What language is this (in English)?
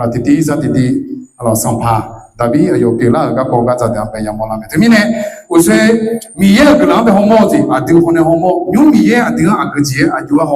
Akha